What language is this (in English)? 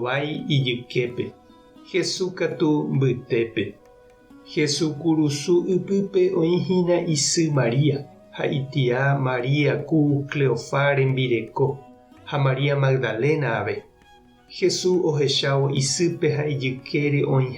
Guarani